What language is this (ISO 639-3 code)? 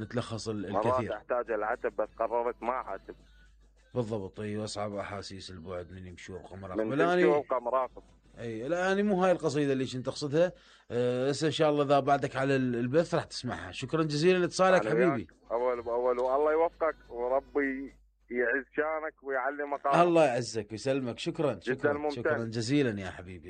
acm